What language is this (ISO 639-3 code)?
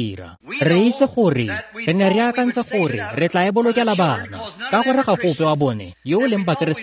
tsn